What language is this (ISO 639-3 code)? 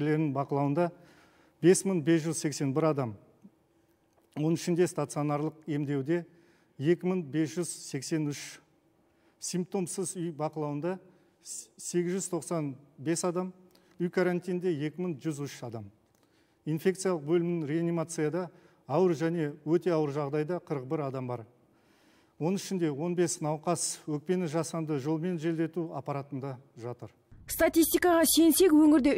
kaz